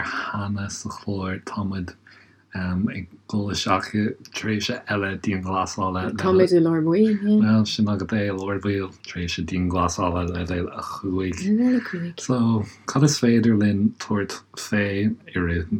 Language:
Irish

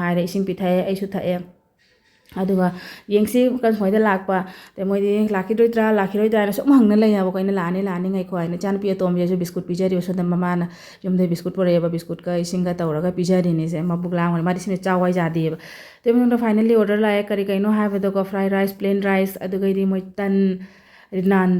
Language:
Manipuri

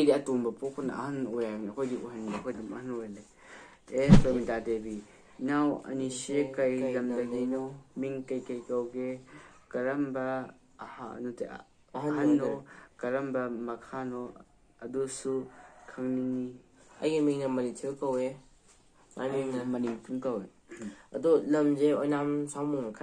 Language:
Manipuri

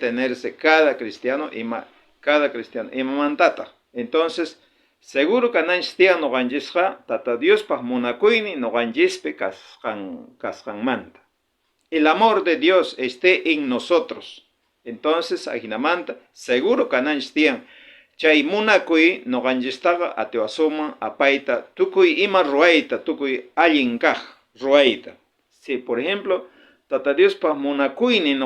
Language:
South Bolivian Quechua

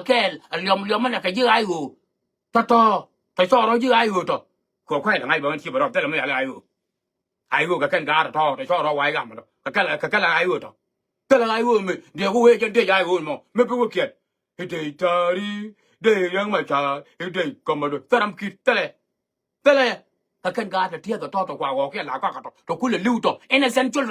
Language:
Nuer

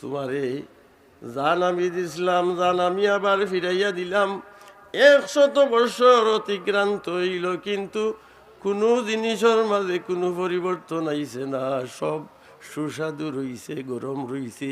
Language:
Sylheti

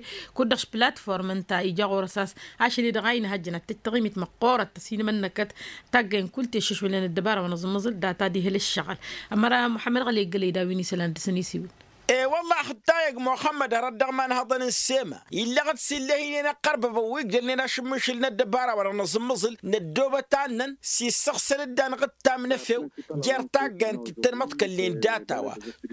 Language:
Tamasheq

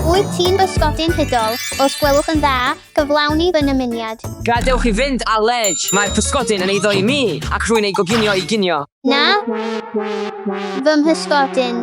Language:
Welsh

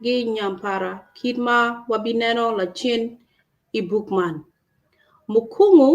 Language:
Acoli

